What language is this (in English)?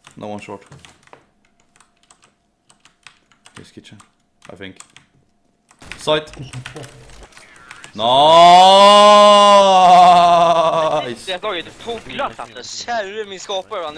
Swedish